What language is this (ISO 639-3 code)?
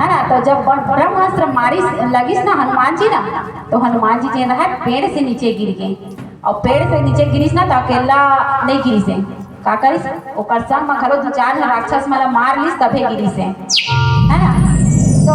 hne